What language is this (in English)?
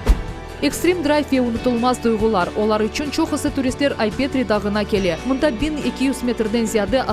Crimean Tatar